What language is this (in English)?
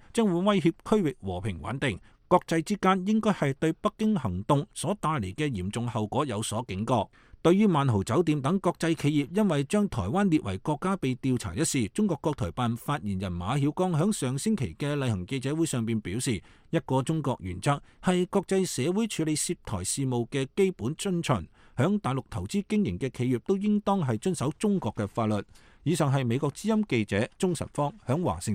Cantonese